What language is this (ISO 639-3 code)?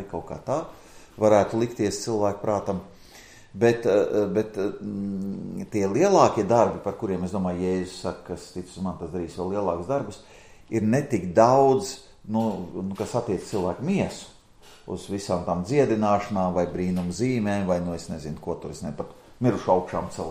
lav